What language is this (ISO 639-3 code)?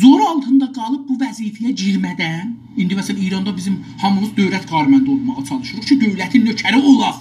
azb